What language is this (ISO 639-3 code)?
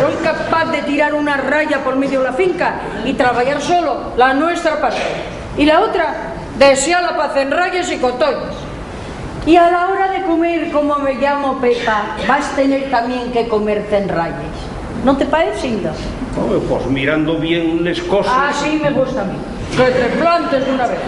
ast